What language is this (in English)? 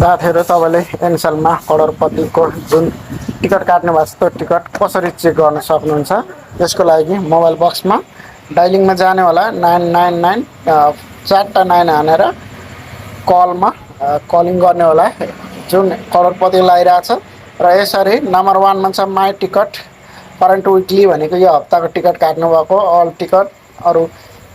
Nepali